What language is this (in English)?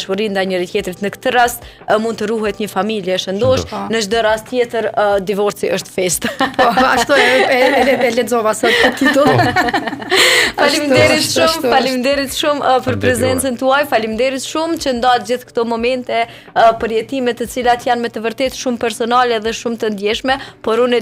Albanian